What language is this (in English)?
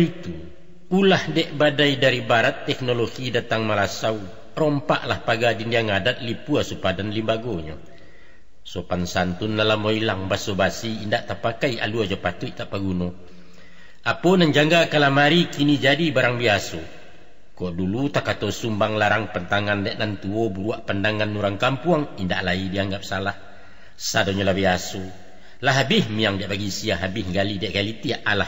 Minangkabau